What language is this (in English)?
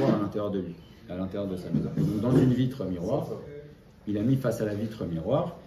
French